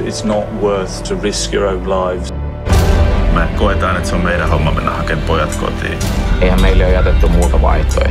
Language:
Finnish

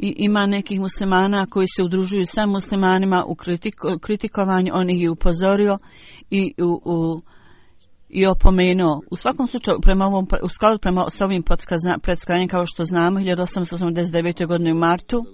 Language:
Bosnian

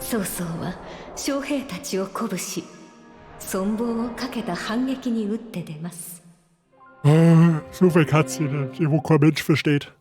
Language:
Bavarian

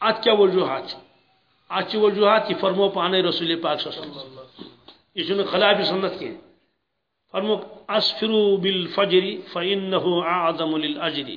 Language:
Kashmiri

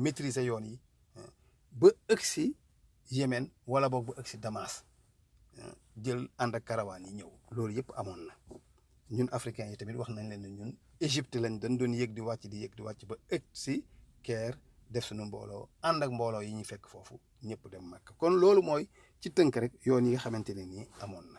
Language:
Wolof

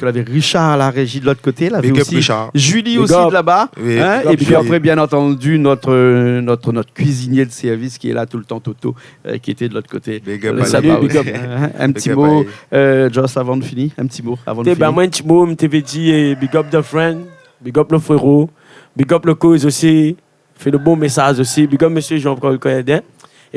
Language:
Réunion Creole French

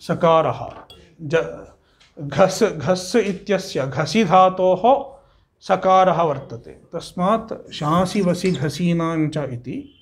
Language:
Sanskrit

